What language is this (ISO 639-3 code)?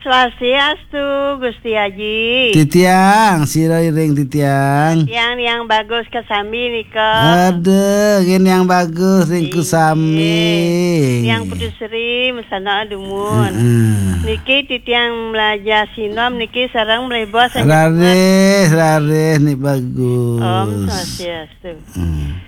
ban